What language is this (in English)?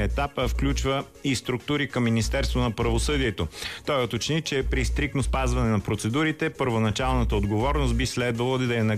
Bulgarian